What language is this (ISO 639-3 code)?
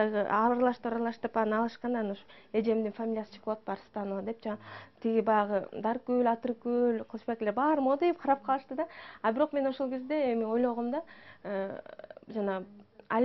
kir